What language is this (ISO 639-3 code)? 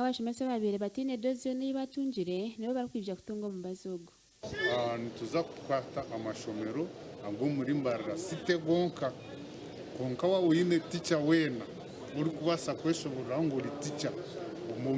nyn